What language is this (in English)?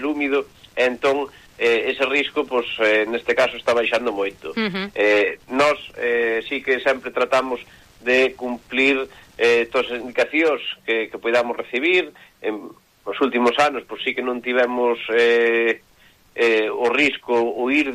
Galician